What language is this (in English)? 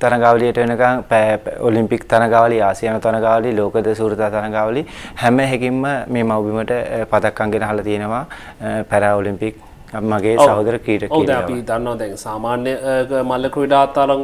Sinhala